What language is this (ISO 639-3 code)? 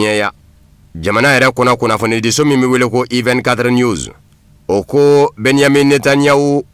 bam